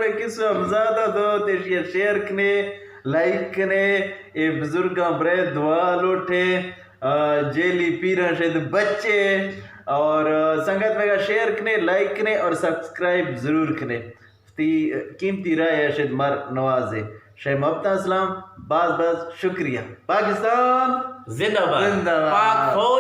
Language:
Eastern Balochi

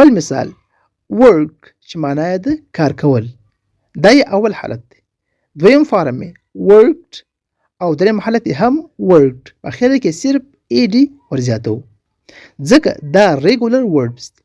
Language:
Pashto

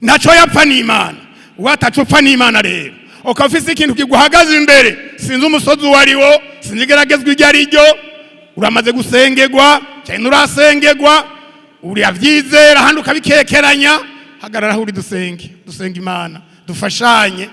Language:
Rundi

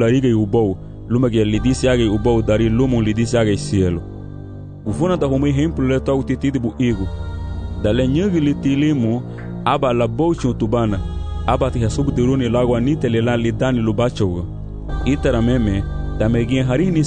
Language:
Garifuna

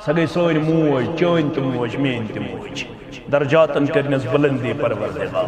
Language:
Kashmiri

